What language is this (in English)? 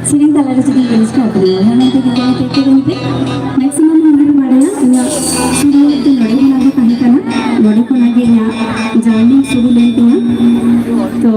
Santali